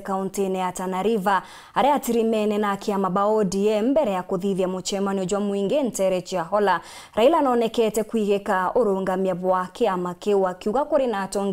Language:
Meru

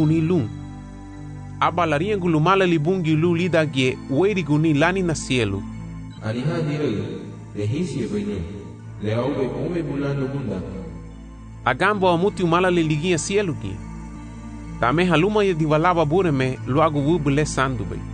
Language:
Garifuna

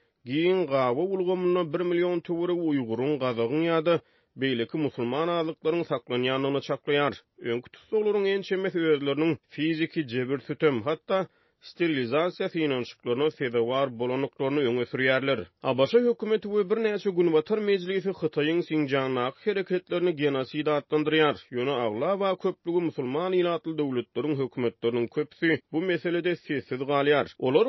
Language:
Turkmen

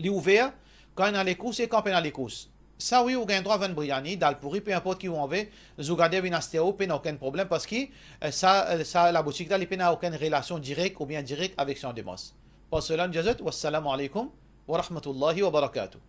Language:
Morisyen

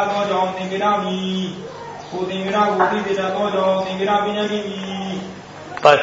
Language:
Burmese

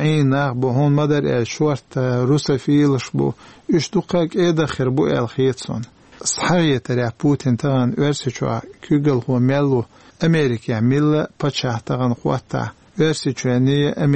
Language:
Chechen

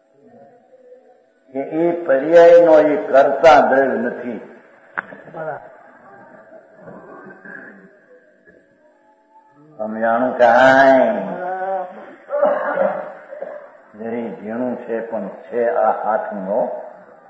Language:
Gujarati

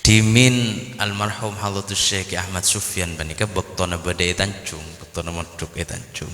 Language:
Madurese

